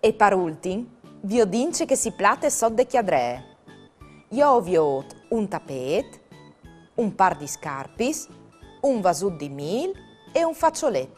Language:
Friulian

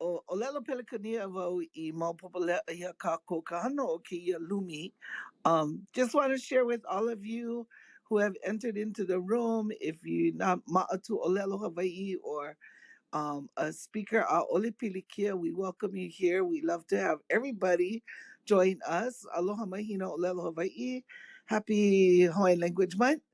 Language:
Hawaiian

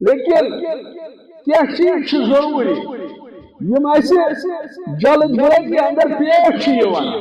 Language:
Kashmiri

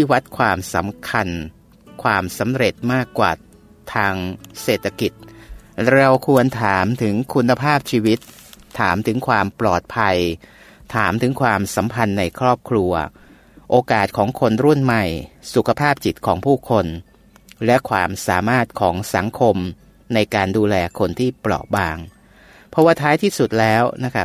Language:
Thai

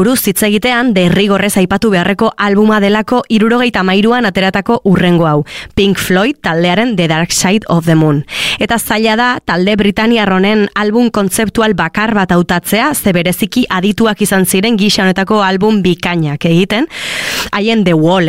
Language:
Basque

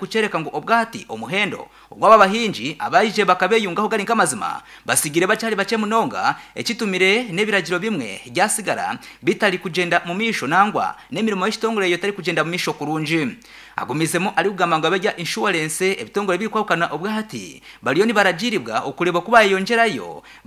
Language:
Nyankole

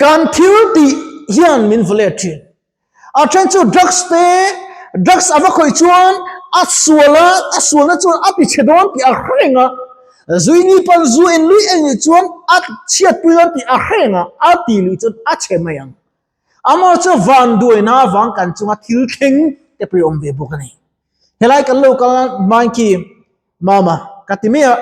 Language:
Mizo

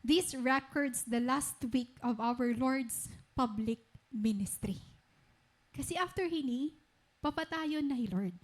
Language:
Waray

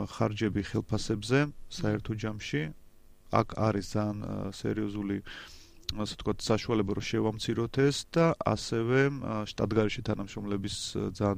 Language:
Georgian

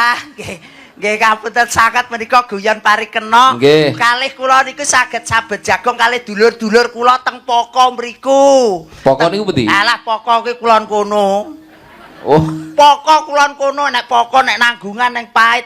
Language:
Javanese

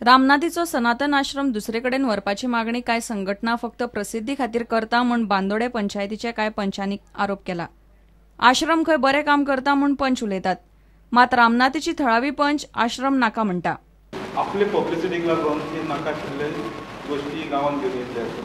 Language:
Konkani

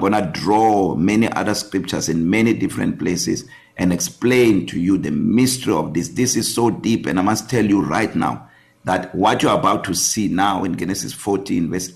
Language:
English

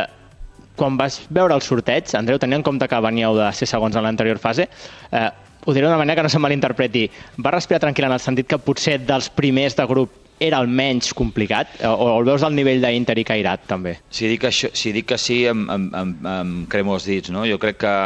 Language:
Catalan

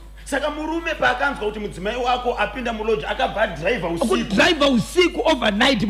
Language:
Shona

